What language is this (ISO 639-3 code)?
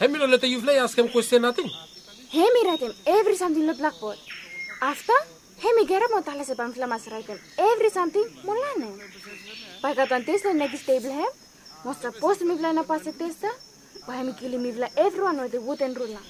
bis